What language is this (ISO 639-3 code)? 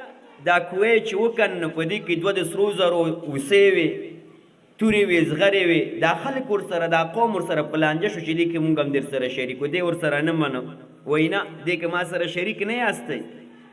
pus